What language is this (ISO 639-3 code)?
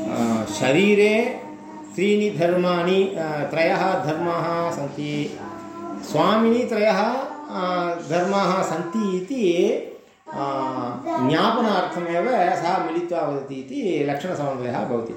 san